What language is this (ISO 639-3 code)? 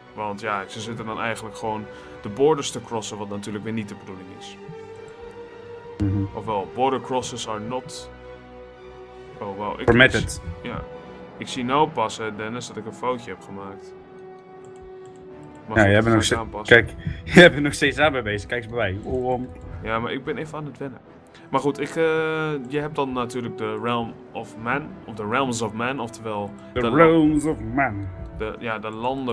nld